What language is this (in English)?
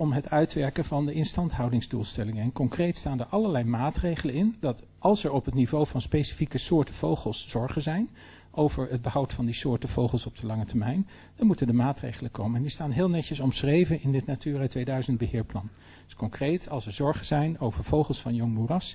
Dutch